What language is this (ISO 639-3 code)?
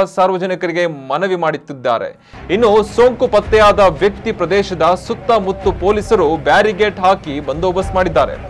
kan